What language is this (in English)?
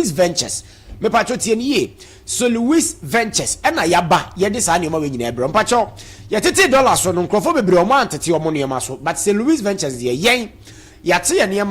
Akan